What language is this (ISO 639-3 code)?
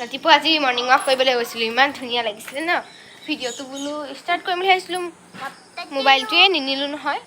asm